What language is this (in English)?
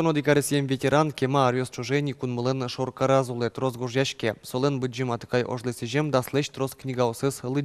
Udmurt